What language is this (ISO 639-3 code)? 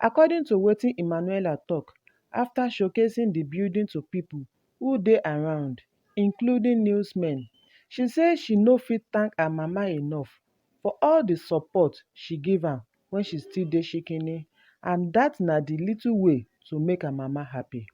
pcm